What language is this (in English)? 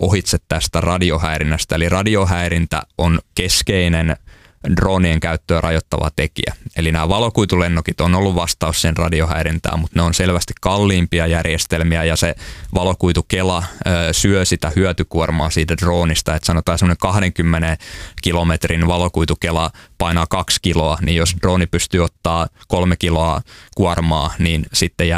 Finnish